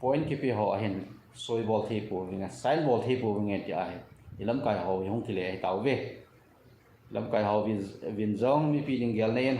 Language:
Thado Chin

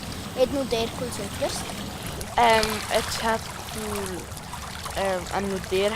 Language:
Romansh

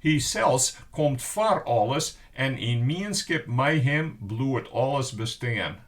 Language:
Western Frisian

